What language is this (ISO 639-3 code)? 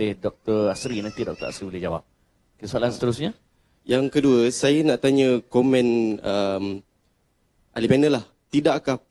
msa